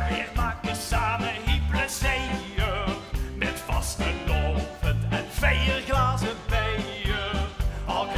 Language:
Limburgish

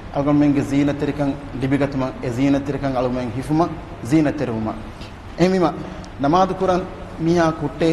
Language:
Divehi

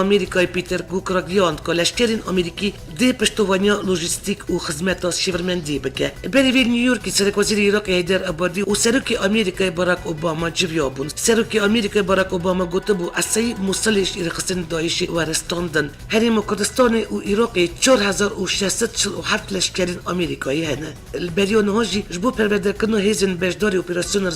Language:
Kurdish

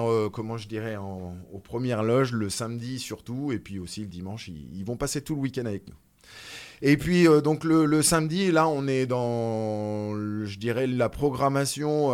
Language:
French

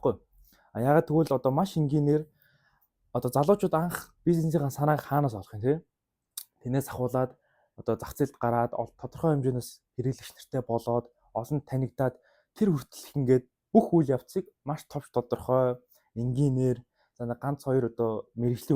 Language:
Mongolian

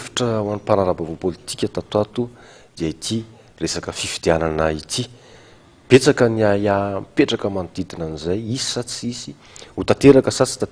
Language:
Malagasy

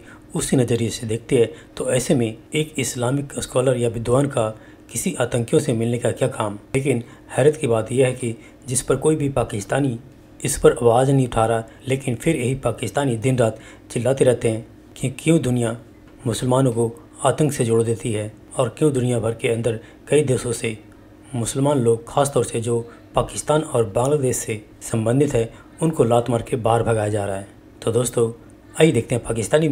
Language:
Hindi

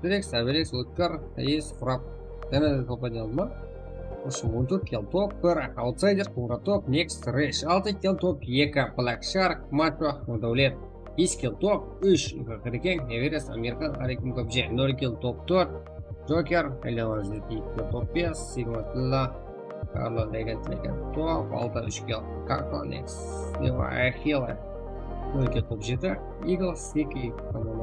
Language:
Kara-Kalpak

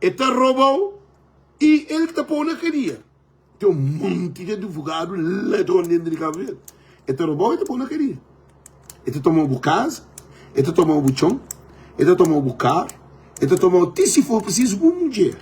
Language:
Kabuverdianu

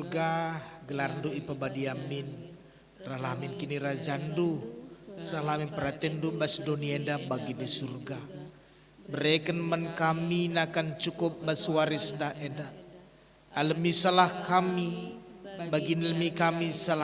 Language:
Batak Karo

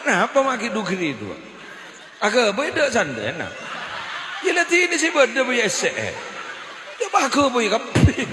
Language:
Madurese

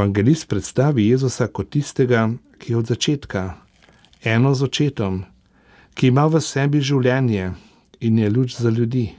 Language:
Slovenian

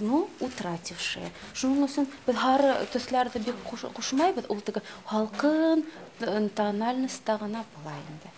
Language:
Bashkir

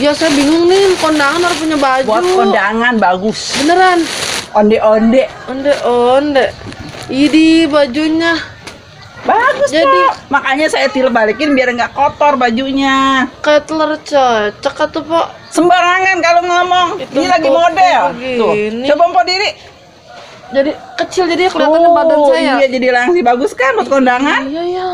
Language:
Betawi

